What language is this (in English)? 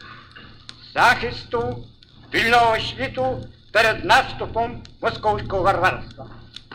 Ukrainian